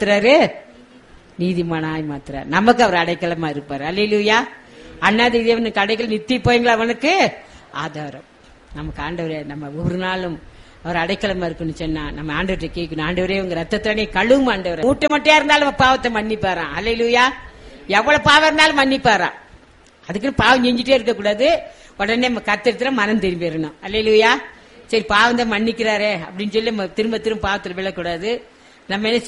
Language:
Tamil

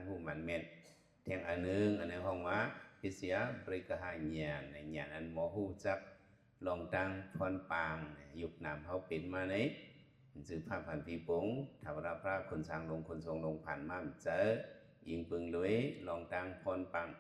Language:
Shan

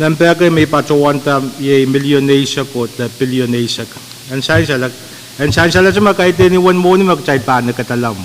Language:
Pohnpeian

